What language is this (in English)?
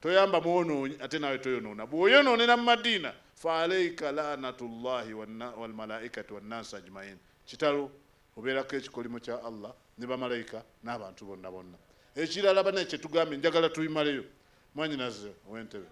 Ganda